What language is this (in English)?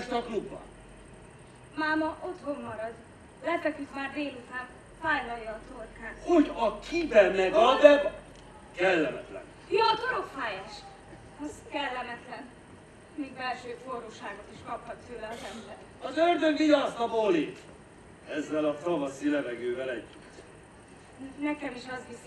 Hungarian